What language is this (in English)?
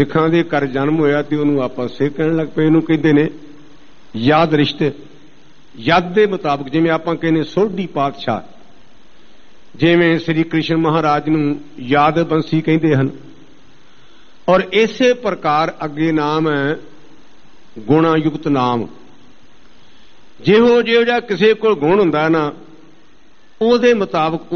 Punjabi